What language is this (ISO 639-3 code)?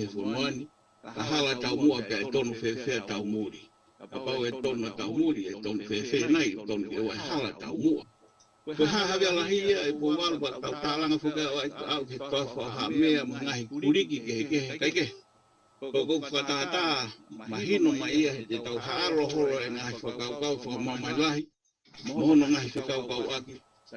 ton